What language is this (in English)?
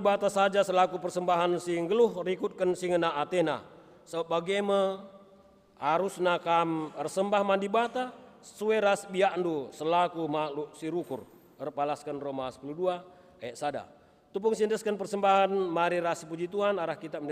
Batak Karo